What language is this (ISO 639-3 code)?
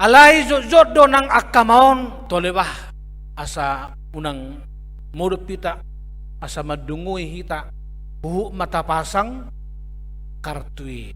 bbc